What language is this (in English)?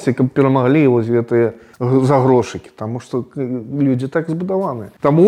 Belarusian